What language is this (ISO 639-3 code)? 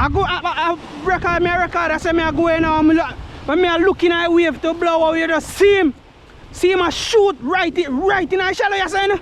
jam